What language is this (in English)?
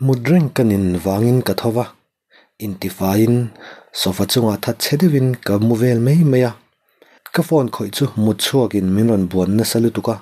Mizo